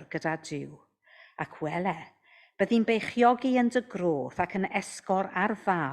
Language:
Welsh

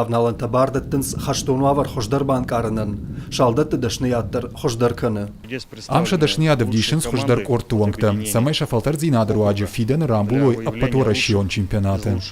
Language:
Ossetic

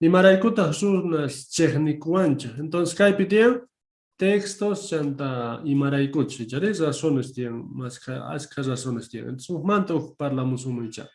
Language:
South Bolivian Quechua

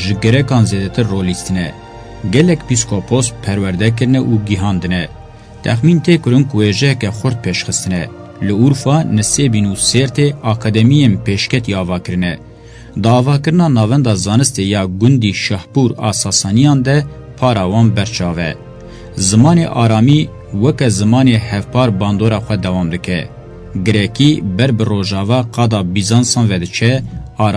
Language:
Kurdish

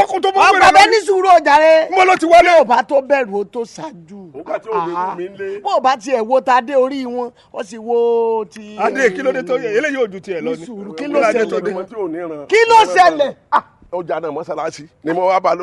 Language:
Yoruba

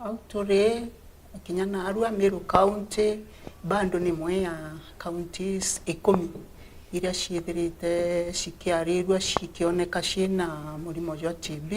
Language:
Meru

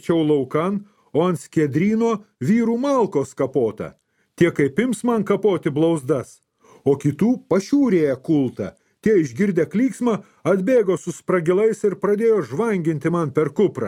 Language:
Lithuanian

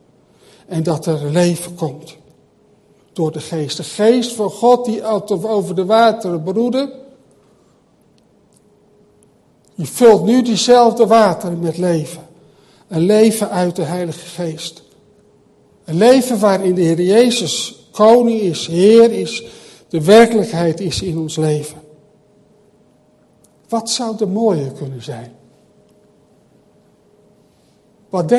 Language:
Dutch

